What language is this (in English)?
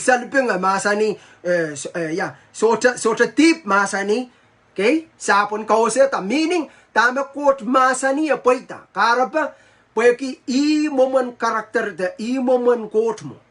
Pohnpeian